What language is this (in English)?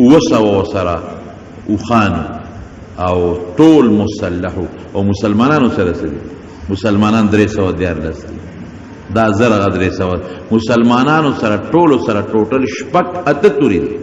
Pashto